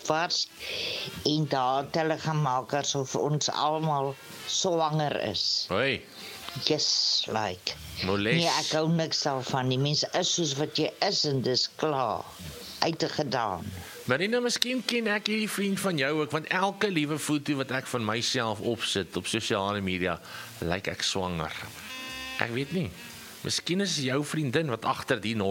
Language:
Afrikaans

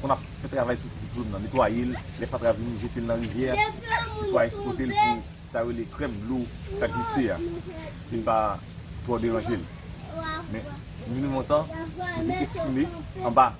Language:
Haitian Creole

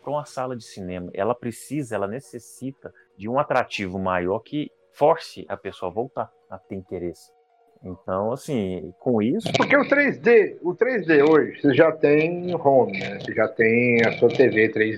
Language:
Portuguese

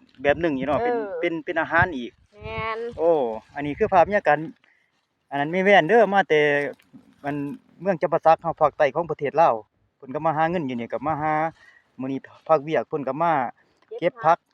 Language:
Lao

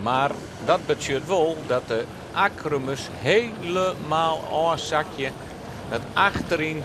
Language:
Western Frisian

